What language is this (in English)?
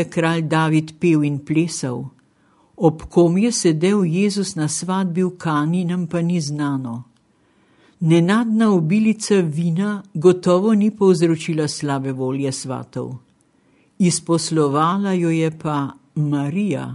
Slovenian